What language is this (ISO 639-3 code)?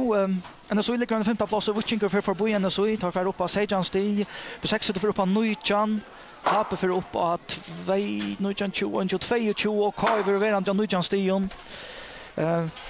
fao